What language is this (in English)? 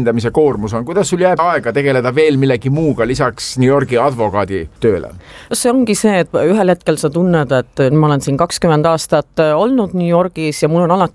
Estonian